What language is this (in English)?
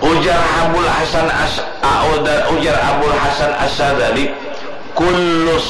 Banjar